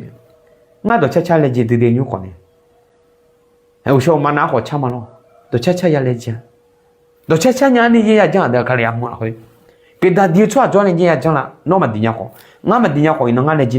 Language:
Akha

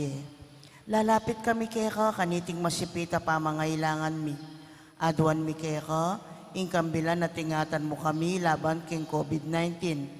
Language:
Pampanga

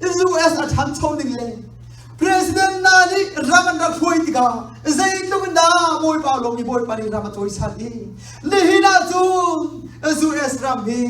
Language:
Hakha Chin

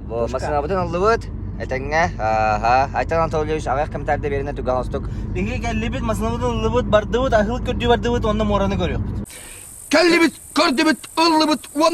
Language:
Yakut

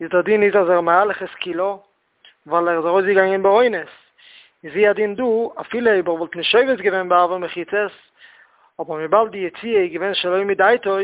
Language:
Yiddish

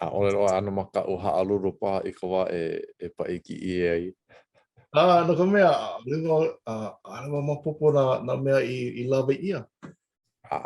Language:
Hawaiian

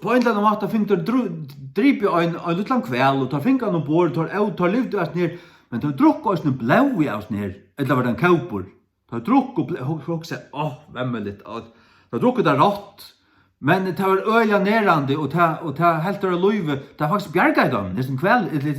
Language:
Faroese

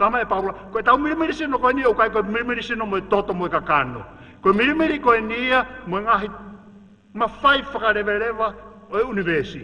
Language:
Tongan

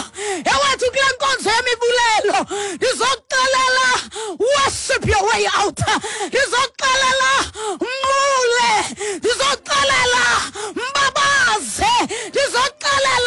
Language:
Xhosa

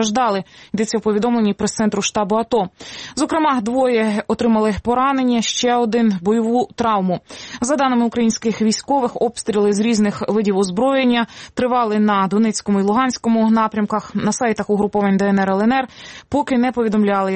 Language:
Ukrainian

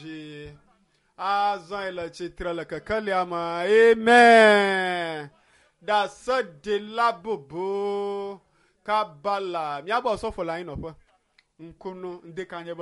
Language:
Ewe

